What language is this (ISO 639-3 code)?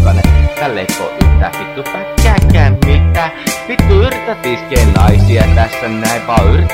fin